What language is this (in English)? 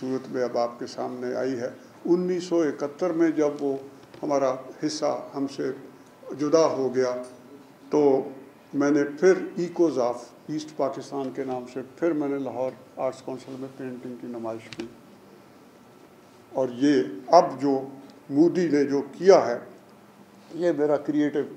Urdu